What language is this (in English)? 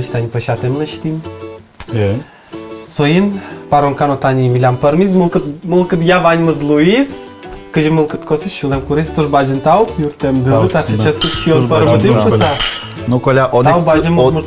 Udmurt